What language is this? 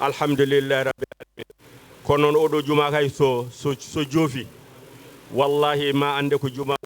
Fula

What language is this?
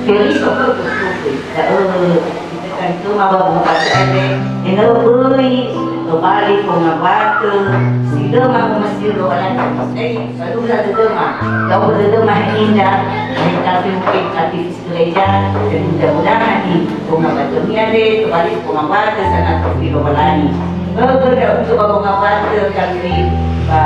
Nias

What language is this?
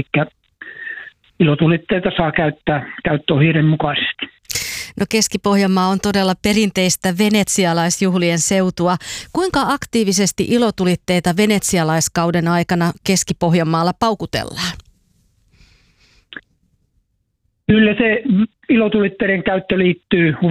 Finnish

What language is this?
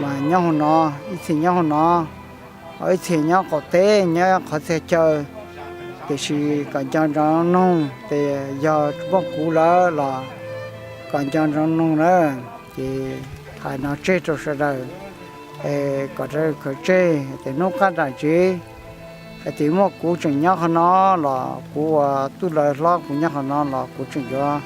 Hmong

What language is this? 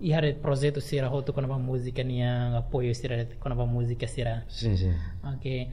Tetum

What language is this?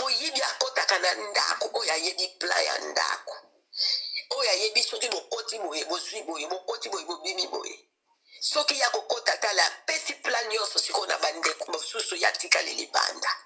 Lingala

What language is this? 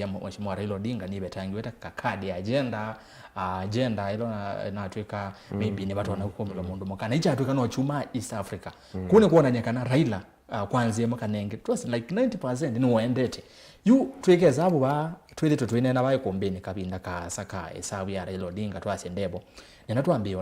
Kamba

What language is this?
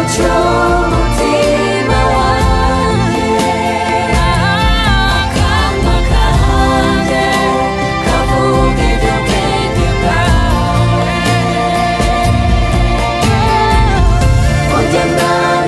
Kinyarwanda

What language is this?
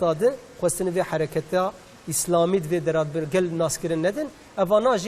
Kurdish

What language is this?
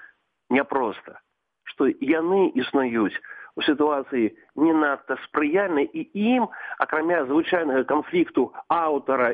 Belarusian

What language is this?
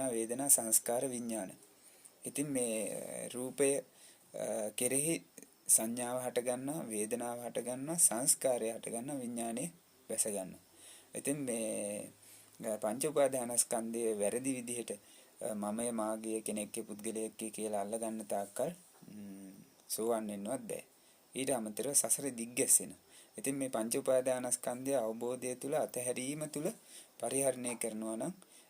Sinhala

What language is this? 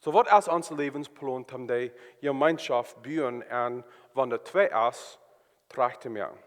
Plautdietsch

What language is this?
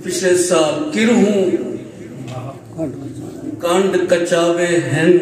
Saraiki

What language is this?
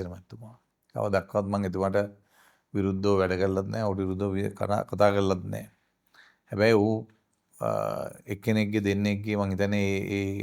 Sinhala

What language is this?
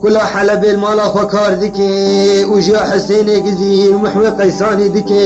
Kurdish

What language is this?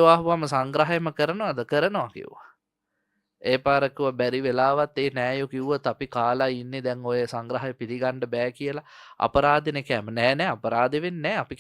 Sinhala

